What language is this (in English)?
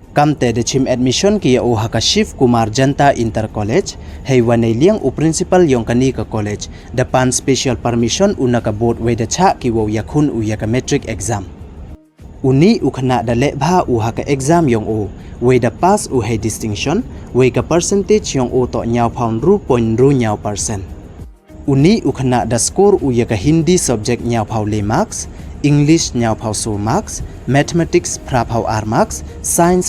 Pnar